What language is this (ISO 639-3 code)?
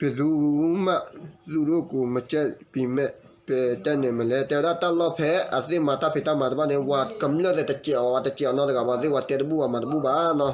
ksw